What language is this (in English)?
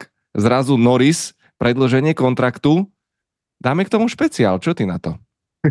Slovak